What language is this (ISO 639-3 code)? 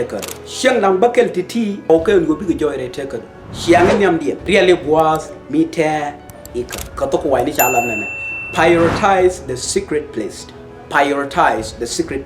nus